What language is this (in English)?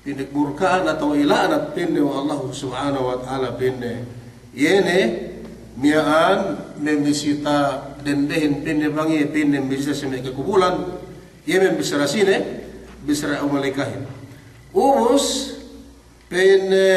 Yakan